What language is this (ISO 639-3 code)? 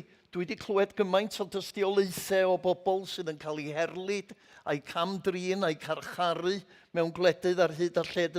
cym